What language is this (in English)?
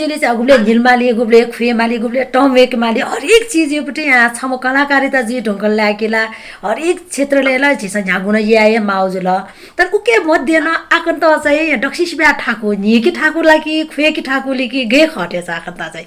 Newari